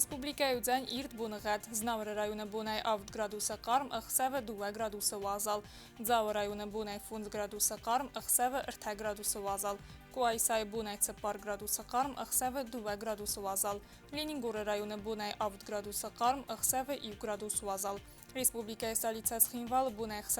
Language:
Ossetic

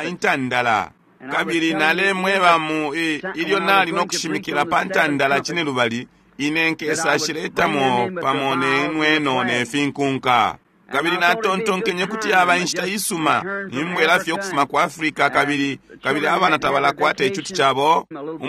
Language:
Bemba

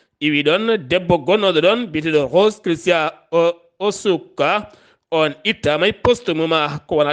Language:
Fula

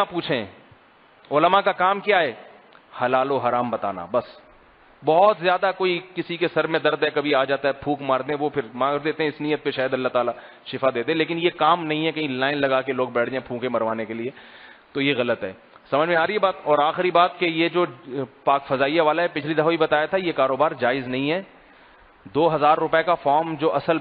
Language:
Urdu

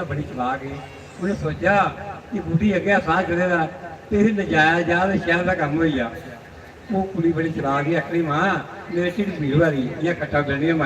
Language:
Dogri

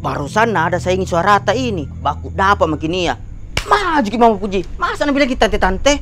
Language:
Makassar Malay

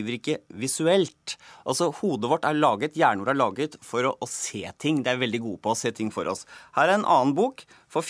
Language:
Norwegian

